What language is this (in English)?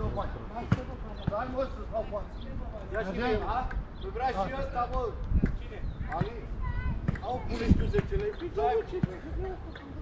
Romanian